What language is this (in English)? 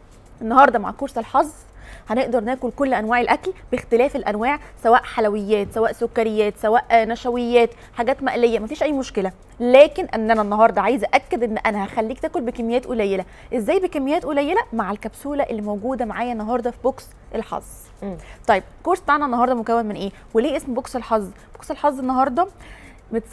Egyptian Arabic